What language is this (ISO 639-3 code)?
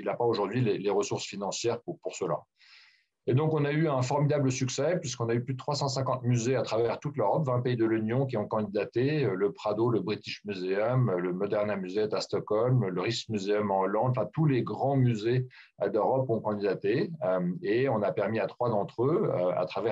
fra